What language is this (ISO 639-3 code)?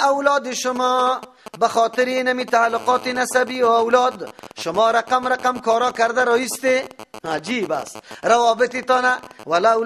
fas